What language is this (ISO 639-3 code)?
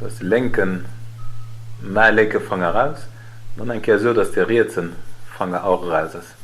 ltz